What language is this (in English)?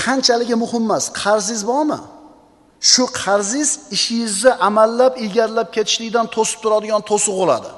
Uzbek